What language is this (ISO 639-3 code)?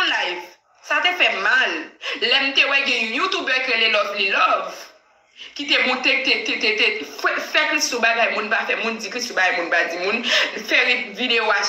hat